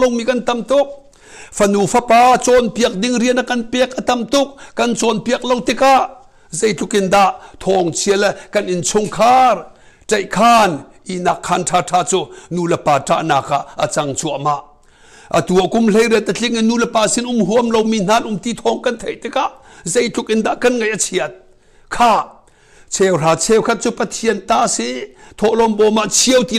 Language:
Hakha Chin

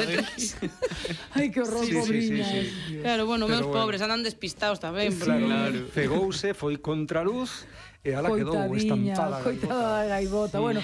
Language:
Galician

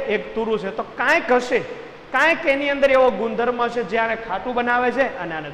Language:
Gujarati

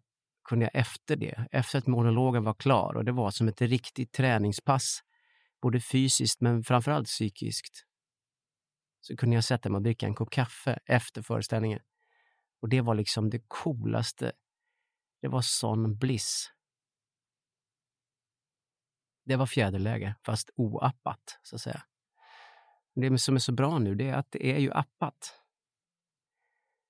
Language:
Swedish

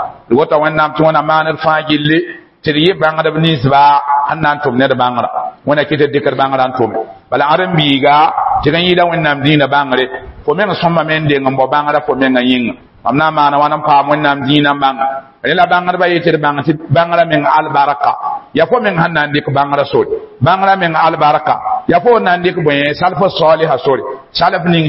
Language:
Mossi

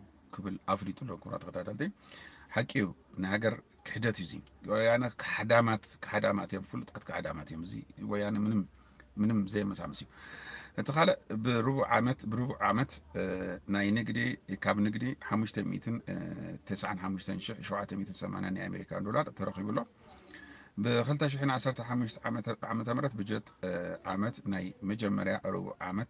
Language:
Tigrinya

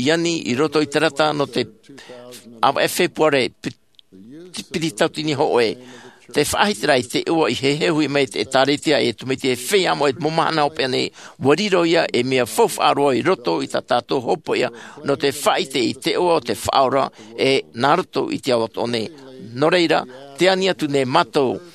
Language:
Tahitian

